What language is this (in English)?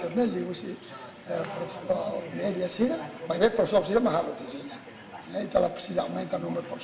Tetum